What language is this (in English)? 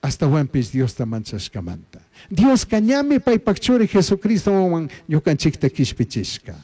Chimborazo Highland Quichua